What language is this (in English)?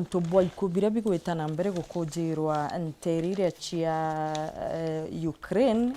Meru